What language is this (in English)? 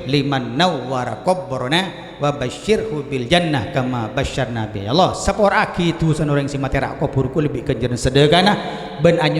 Madurese